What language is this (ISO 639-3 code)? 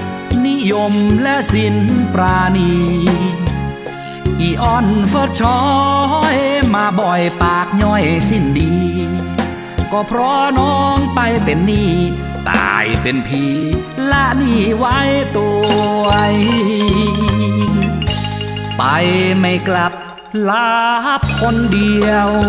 nod